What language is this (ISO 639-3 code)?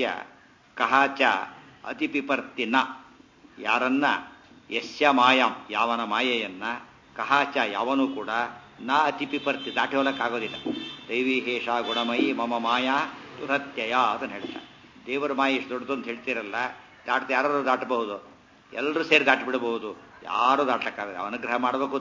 kan